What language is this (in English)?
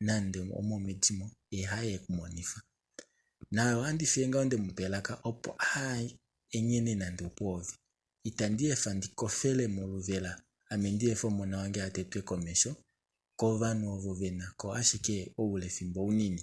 Kuanyama